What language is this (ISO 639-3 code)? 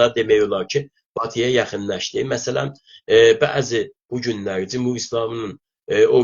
azb